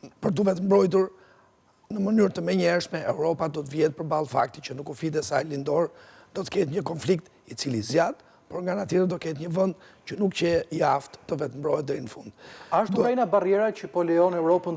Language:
Albanian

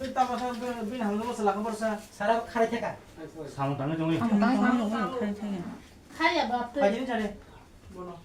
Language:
Kok Borok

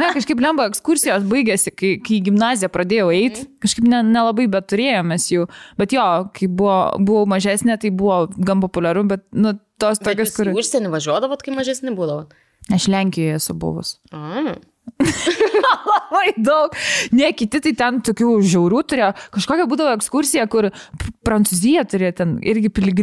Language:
Lithuanian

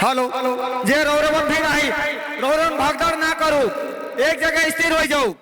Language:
Sadri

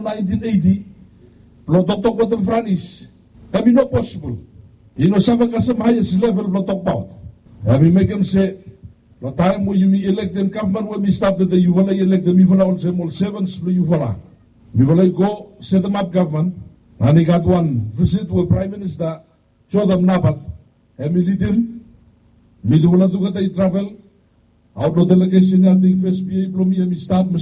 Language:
Bislama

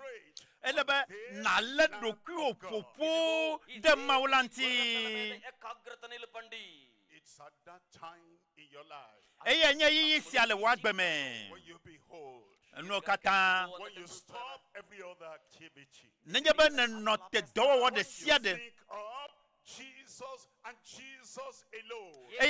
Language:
Ewe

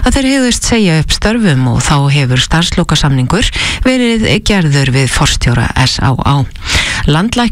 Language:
Icelandic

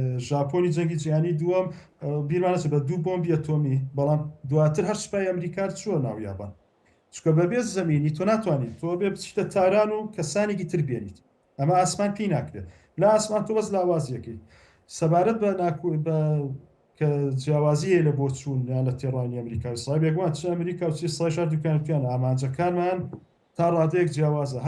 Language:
Central Kurdish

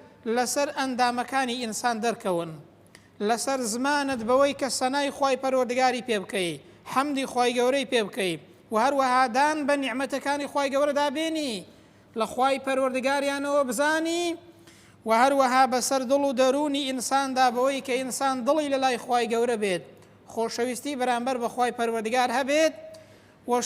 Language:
Central Kurdish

